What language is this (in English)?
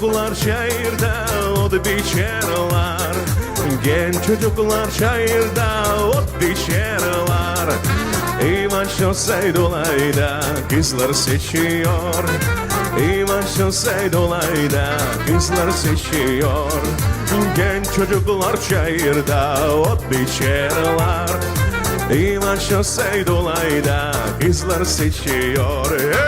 Gagauz